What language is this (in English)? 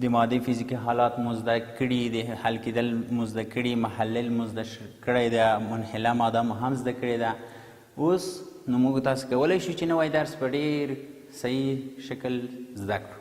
Pashto